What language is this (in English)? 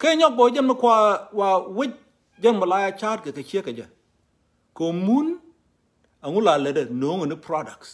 Nuer